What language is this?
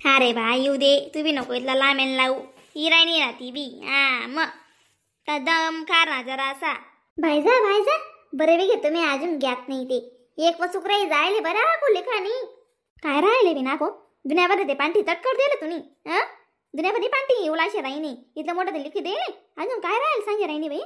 Khandesi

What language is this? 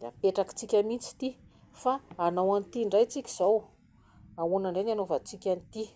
Malagasy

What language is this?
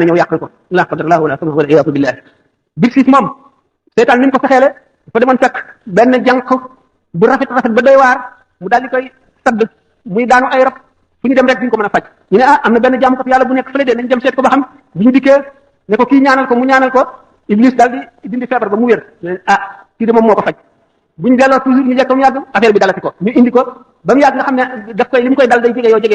Wolof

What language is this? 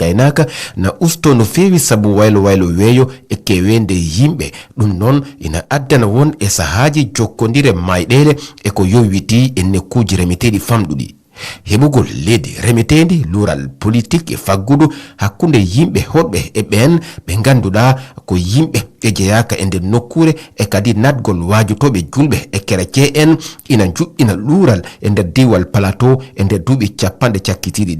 Fula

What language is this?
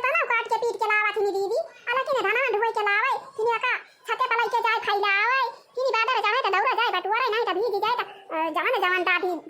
Awadhi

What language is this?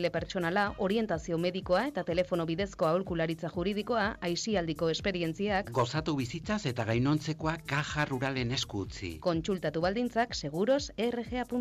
Basque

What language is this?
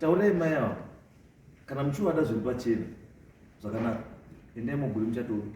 Shona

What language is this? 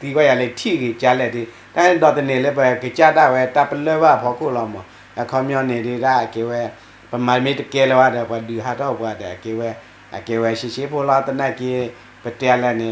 S'gaw Karen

